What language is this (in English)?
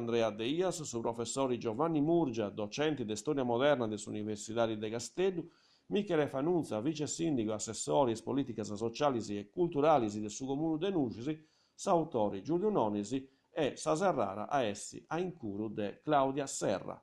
Sardinian